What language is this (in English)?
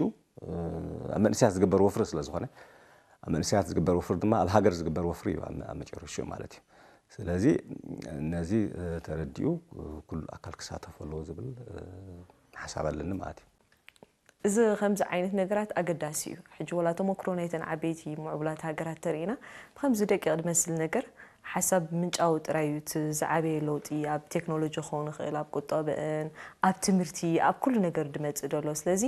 Tigrinya